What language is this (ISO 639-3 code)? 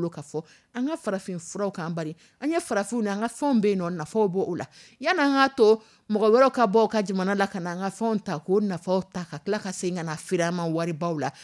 dyu